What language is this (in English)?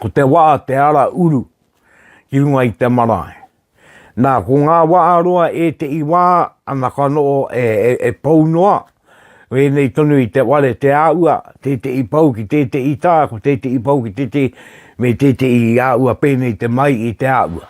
Māori